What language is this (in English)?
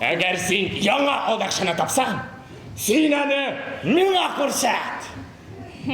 Tatar